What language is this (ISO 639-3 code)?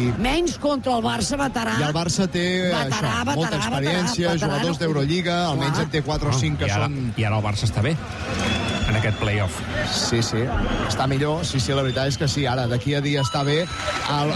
cat